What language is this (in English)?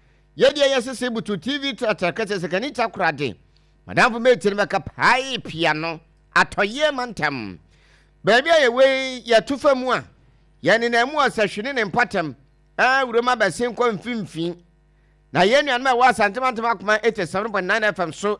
Akan